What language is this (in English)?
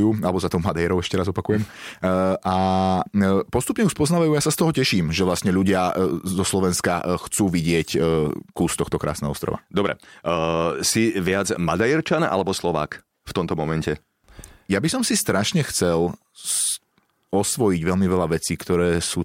Slovak